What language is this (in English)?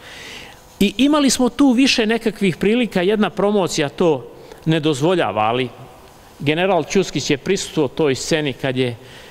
Bosnian